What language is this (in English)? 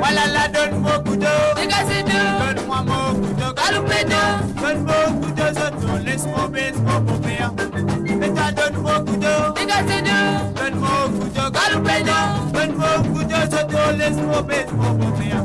Morisyen